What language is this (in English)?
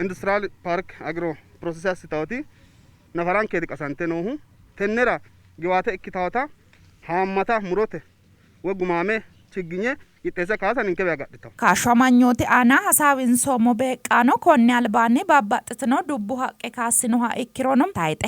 Sidamo